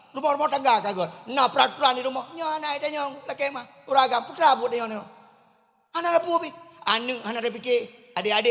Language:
Achinese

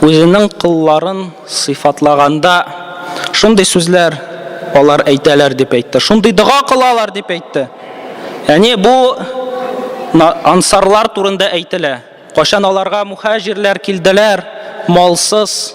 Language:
Tatar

